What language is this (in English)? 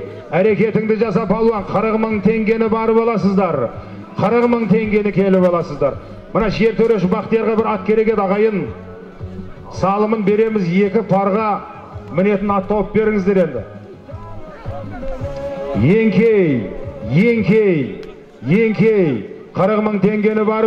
Kazakh